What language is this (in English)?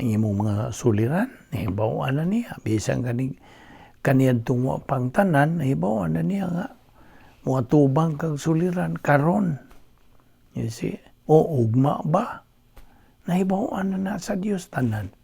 Cebuano